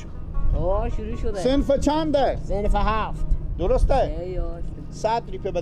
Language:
Persian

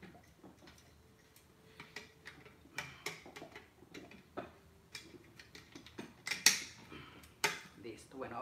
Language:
Spanish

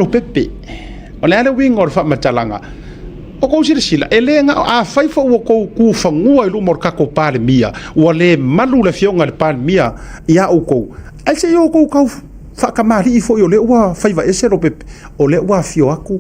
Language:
Samoan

